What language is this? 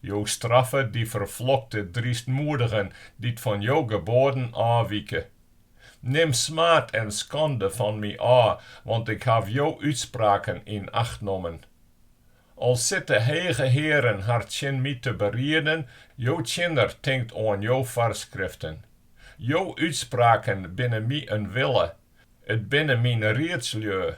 Western Frisian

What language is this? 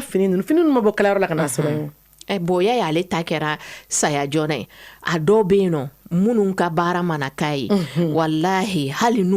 Bambara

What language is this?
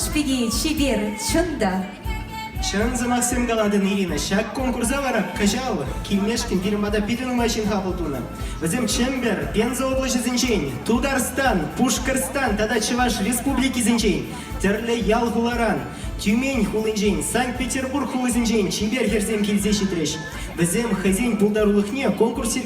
Chuvash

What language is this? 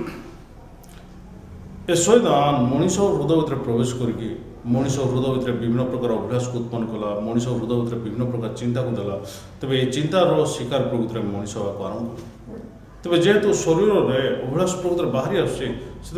Odia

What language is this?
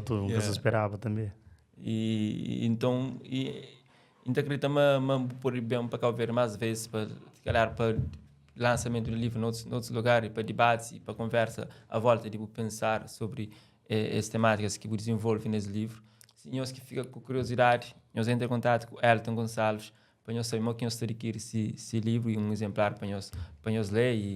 Kabuverdianu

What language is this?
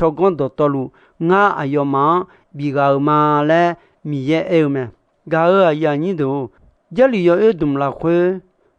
Akha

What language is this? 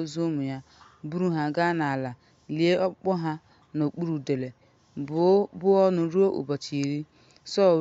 Igbo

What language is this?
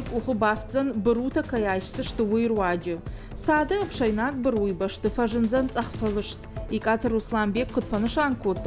Ossetic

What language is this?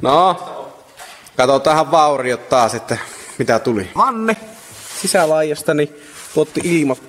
Finnish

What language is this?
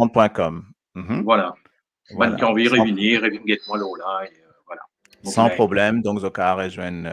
Morisyen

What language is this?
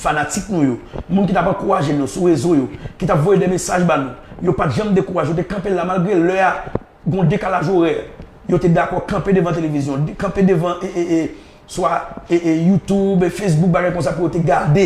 Haitian Creole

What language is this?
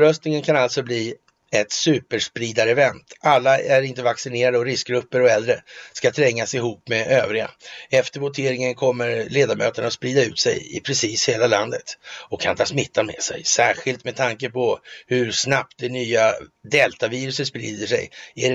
Swedish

